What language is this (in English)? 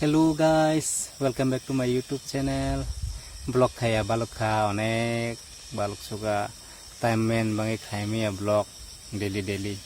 Kok Borok